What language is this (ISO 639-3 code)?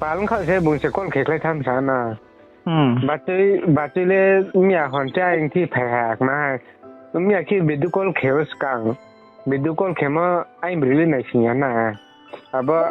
ria